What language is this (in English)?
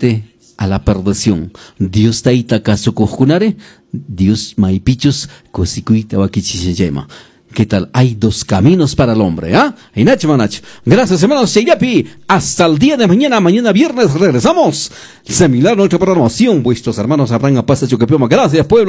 Quechua